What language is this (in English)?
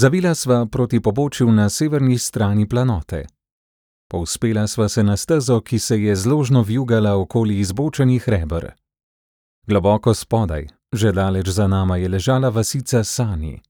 Slovenian